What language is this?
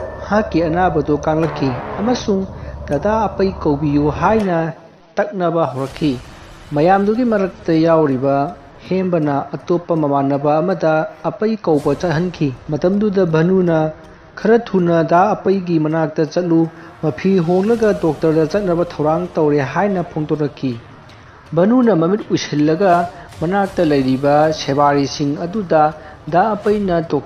Manipuri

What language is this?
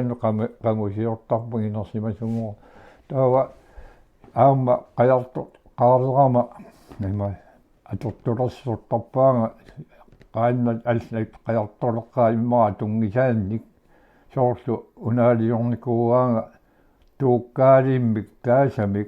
Kalaallisut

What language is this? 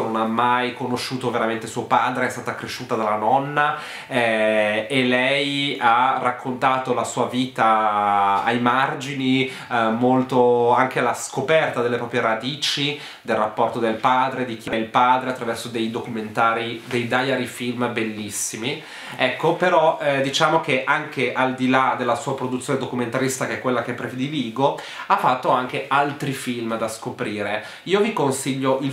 Italian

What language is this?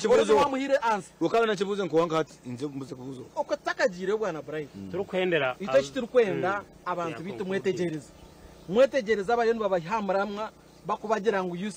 Nyankole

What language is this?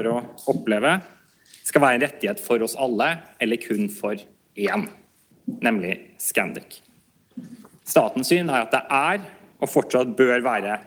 Norwegian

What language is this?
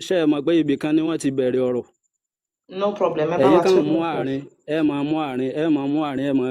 Yoruba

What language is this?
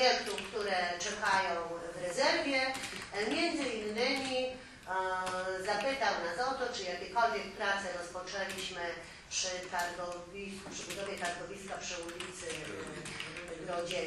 Polish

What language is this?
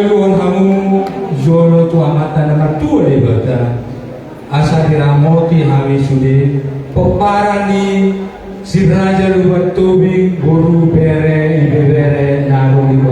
Batak Toba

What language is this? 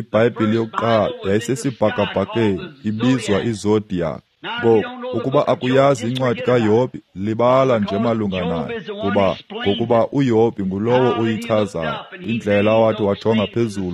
Xhosa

